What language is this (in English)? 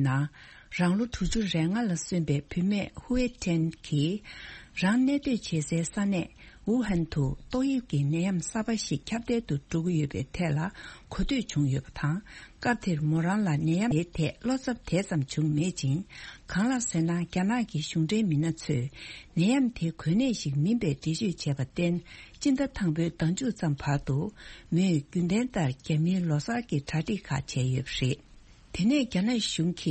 Tibetan